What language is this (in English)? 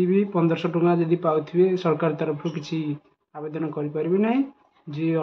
Odia